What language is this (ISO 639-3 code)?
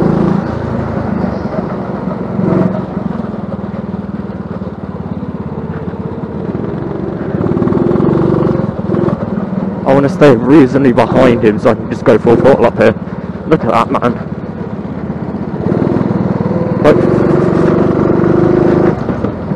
eng